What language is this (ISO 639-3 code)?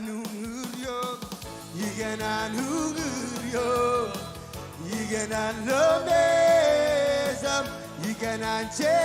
mah